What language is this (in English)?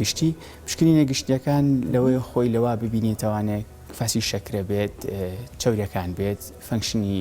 Central Kurdish